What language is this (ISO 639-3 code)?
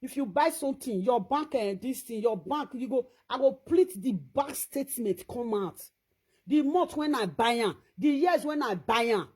pcm